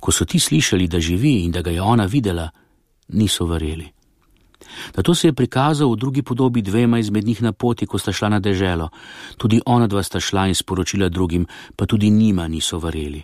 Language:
Slovenian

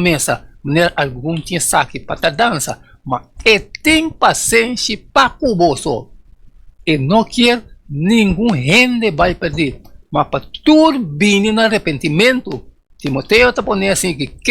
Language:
Papiamento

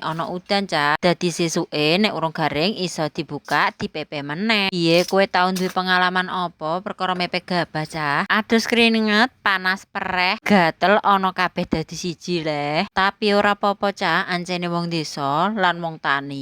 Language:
Javanese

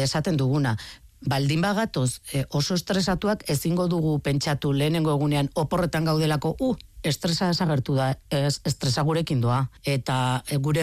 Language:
Basque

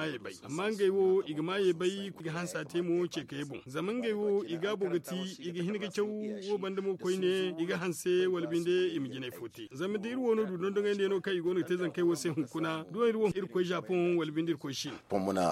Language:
Zarma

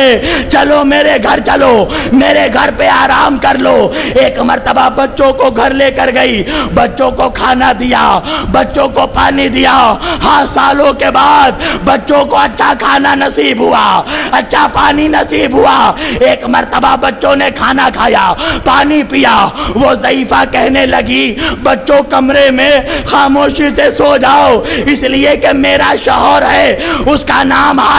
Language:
Urdu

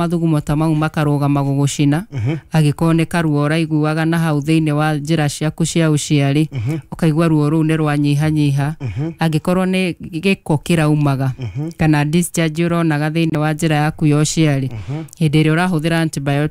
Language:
Kikuyu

